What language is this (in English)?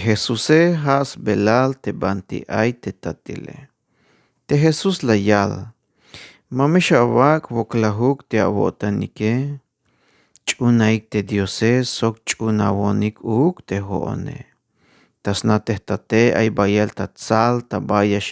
Tzeltal